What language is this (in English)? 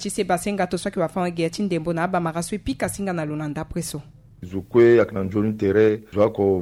Sango